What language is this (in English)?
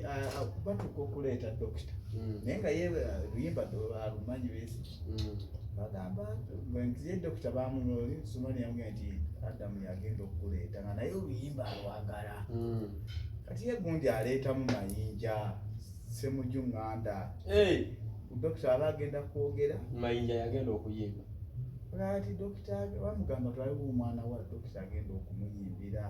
Ganda